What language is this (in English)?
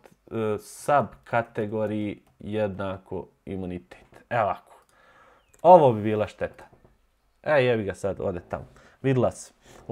Bosnian